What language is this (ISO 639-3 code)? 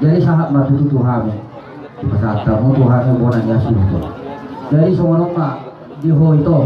bbc